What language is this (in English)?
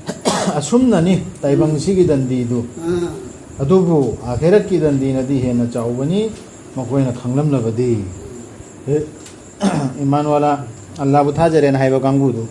Manipuri